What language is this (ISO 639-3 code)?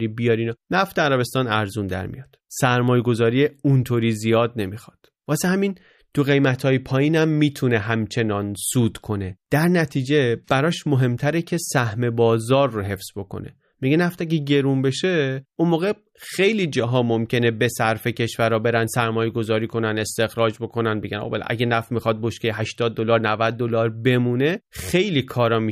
fas